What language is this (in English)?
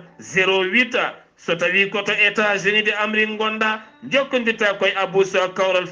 Fula